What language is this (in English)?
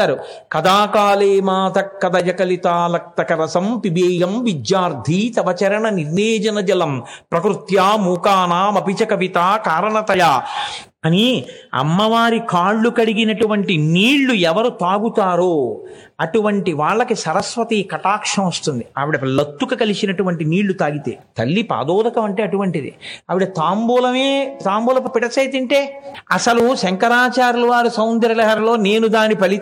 Telugu